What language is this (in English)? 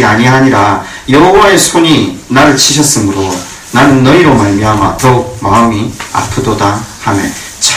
Korean